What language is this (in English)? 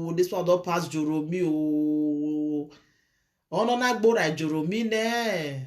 Nigerian Pidgin